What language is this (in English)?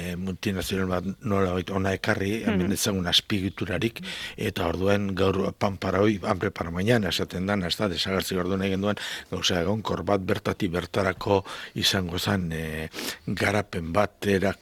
Basque